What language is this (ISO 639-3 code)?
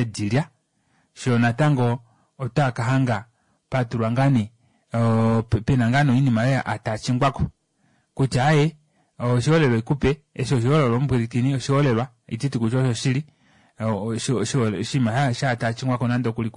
kua